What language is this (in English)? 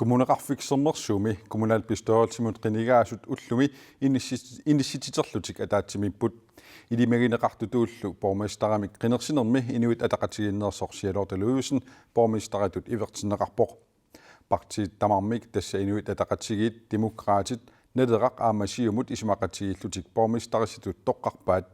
Kalaallisut